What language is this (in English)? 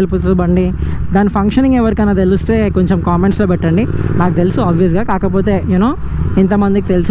Telugu